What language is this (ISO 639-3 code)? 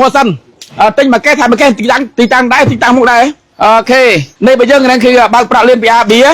khm